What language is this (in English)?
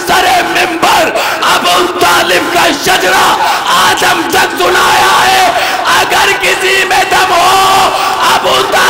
Urdu